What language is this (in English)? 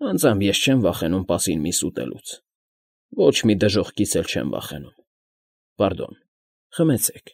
Armenian